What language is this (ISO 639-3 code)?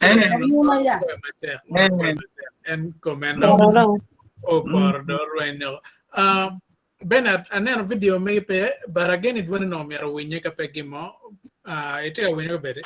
ach